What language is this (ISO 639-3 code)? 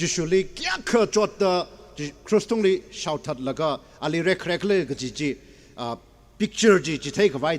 nmf